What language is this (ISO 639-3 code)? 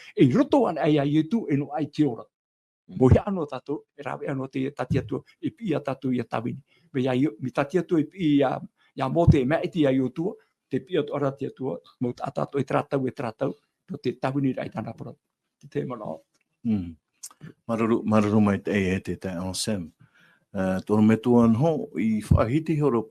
tah